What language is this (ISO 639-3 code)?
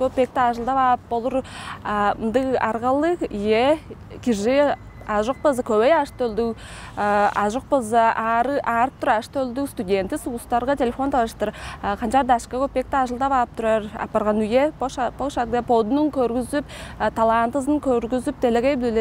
tyv